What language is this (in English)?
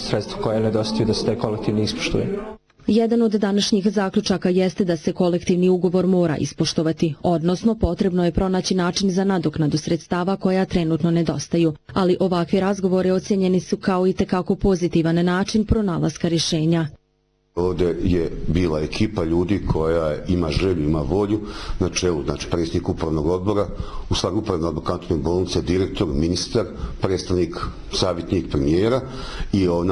Bosnian